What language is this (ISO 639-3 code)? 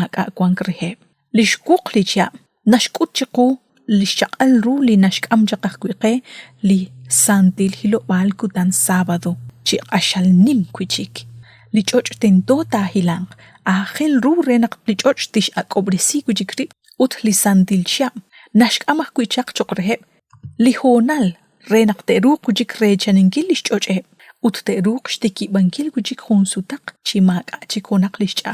kek